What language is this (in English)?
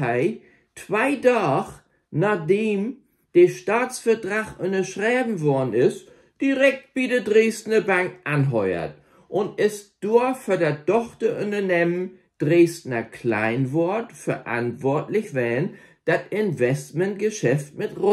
Low German